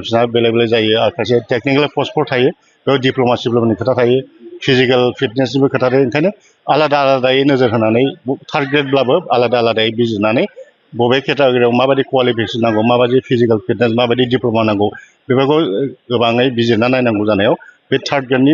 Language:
Bodo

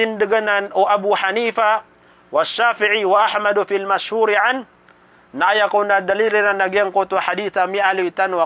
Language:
Maranao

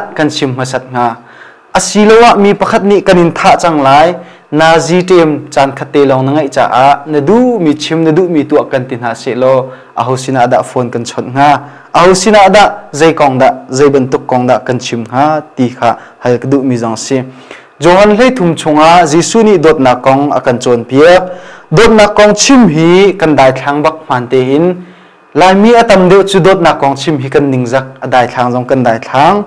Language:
Hakha Chin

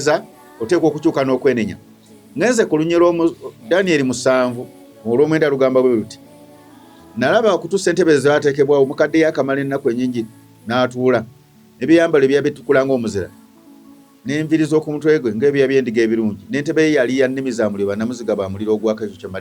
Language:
Ganda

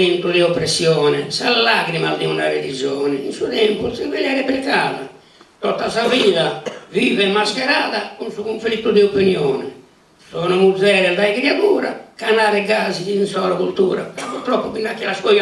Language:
Sardinian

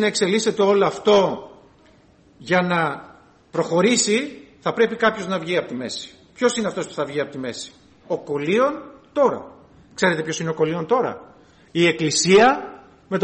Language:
Greek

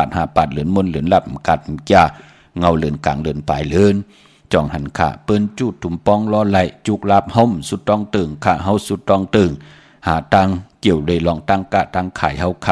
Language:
Shan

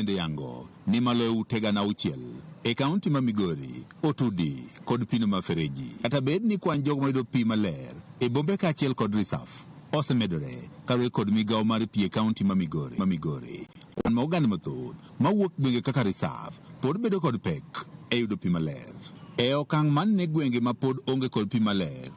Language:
Luo (Kenya and Tanzania)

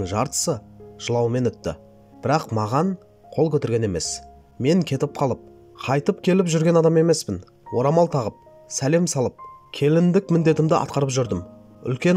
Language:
Kazakh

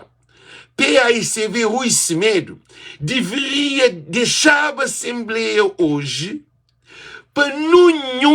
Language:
Kabuverdianu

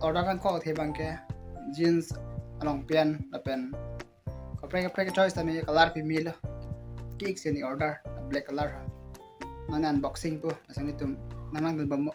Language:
Karbi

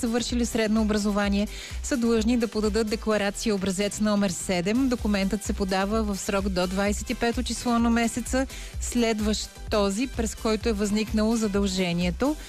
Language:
Bulgarian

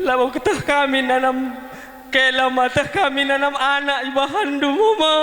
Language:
Batak Karo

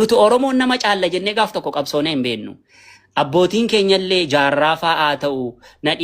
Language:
Oromo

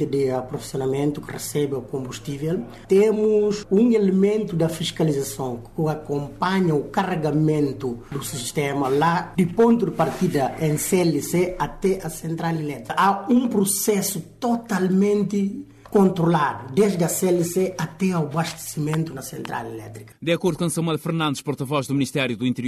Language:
Portuguese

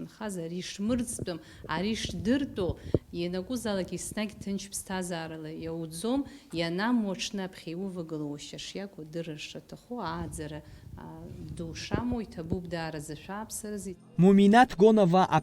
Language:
Abkhazian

